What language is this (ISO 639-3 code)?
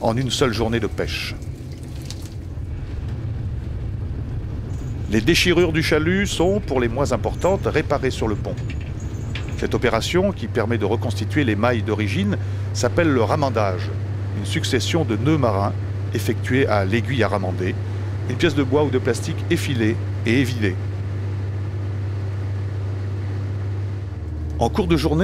fra